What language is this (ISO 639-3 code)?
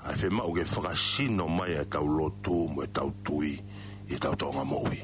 ton